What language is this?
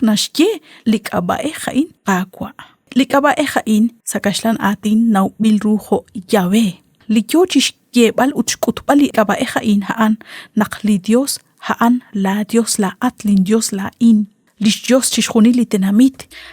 Kekchí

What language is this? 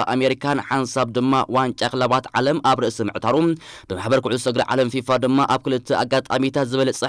Tigrinya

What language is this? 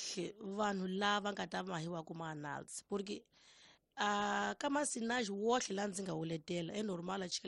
Tsonga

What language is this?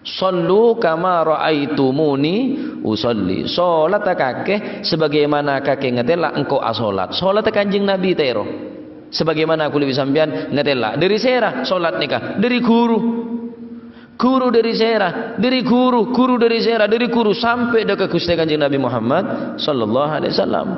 Madurese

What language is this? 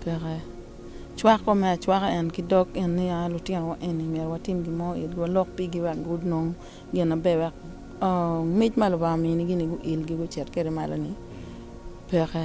Acoli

